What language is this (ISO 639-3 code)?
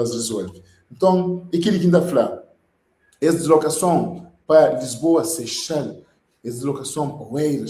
kea